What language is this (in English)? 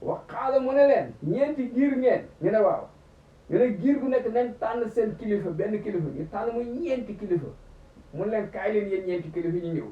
Wolof